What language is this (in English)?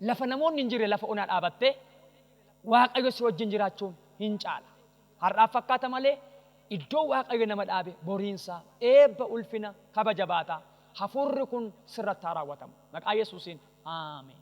Oromo